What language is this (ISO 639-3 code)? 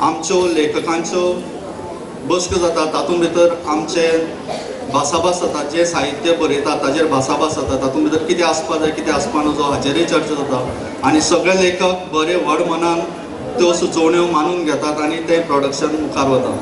kok